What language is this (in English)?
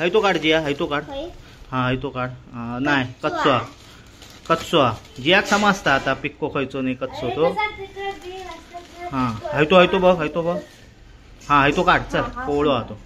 Konkani